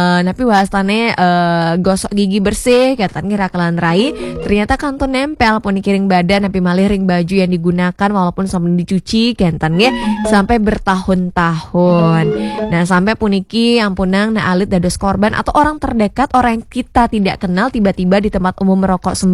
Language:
Balinese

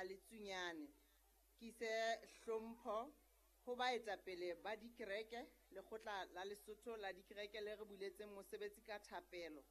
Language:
Southern Sotho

